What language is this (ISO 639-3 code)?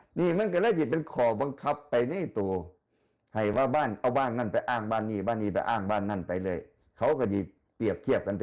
tts